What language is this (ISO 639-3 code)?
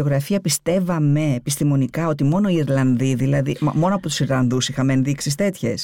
ell